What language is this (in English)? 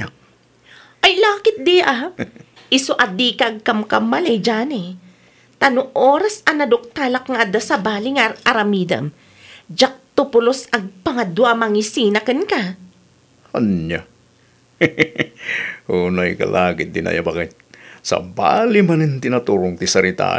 Iloko